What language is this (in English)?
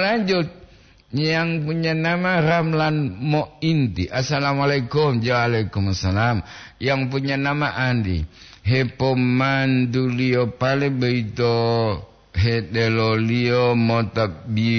Gorontalo